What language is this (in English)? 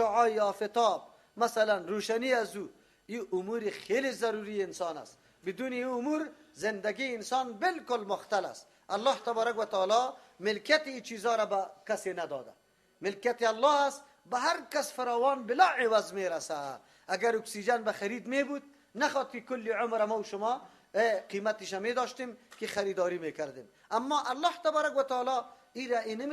Persian